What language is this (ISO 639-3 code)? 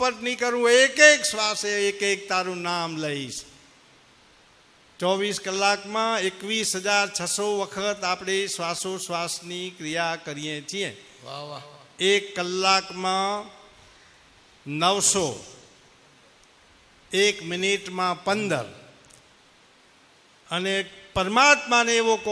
guj